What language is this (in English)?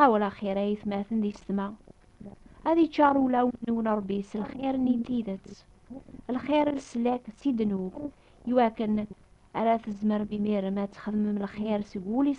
Kabyle